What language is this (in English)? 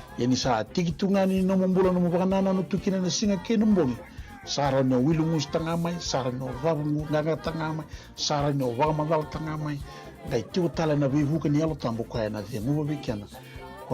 Fijian